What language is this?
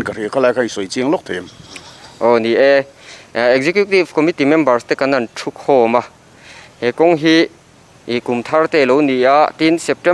Mizo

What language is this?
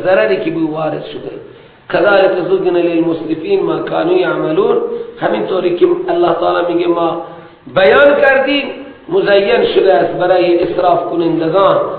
Persian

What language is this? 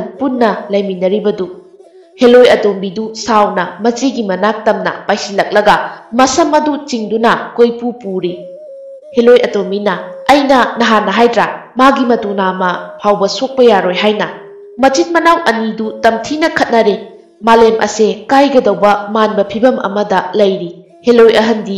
Manipuri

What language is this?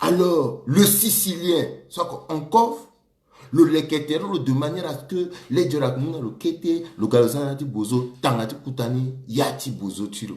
Sango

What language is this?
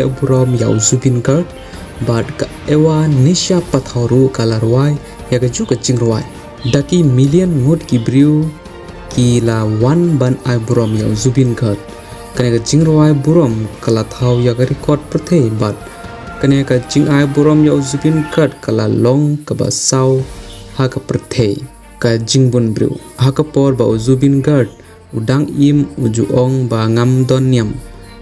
Khasi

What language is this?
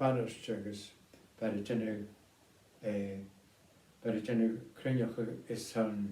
Scottish Gaelic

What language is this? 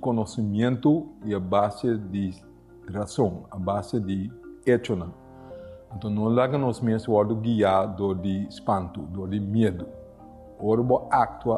Papiamento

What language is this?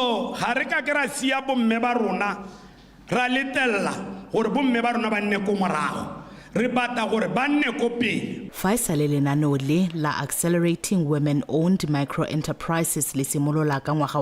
Tswana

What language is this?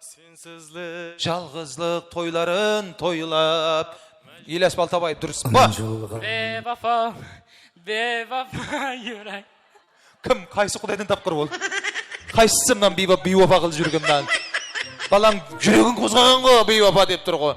Kara-Kalpak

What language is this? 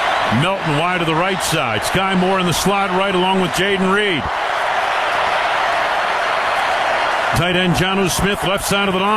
English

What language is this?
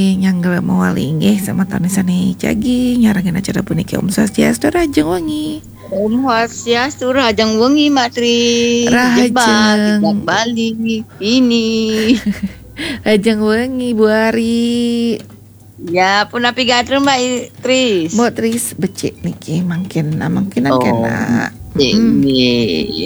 Balinese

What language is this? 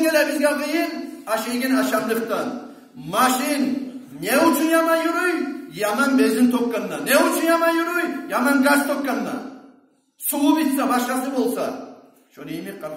Kumyk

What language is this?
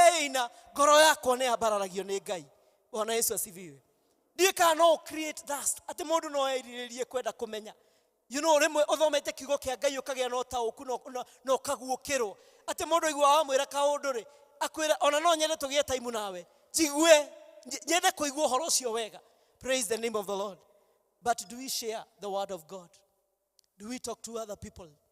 Kikuyu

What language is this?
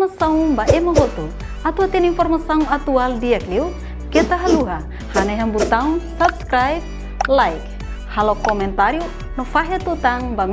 Tetum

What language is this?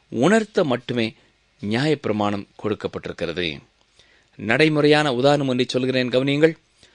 Tamil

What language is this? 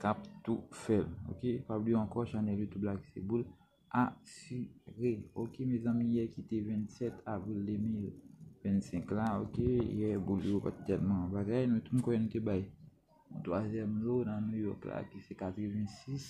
Haitian Creole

